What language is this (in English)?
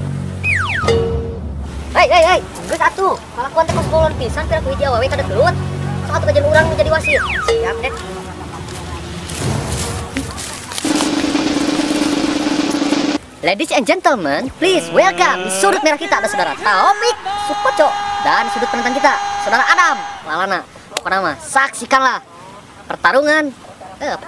Sundanese